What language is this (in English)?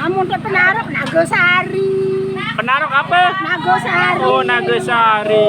Sasak